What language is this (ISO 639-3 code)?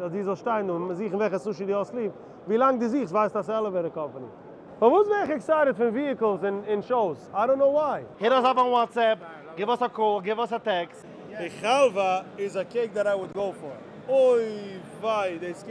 yid